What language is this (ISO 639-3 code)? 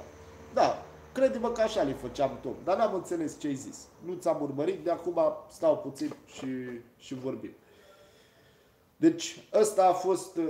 ron